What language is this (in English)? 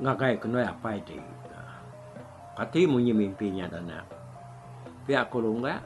Iban